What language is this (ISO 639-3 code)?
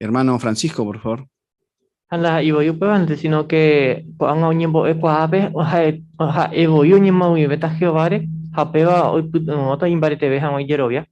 grn